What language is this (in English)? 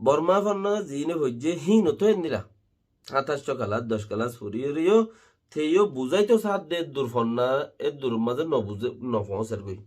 Rohingya